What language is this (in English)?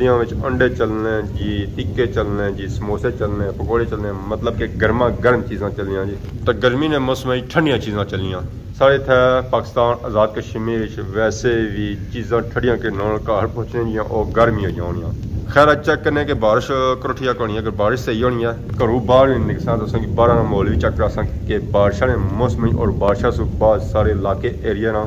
Pahari-Potwari